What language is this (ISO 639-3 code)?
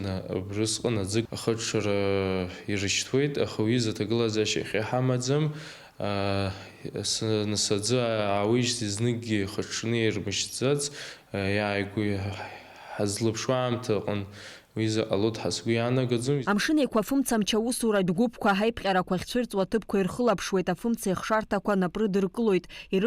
abk